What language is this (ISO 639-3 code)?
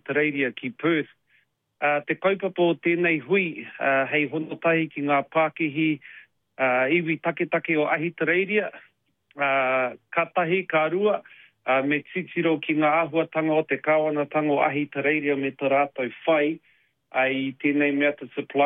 mri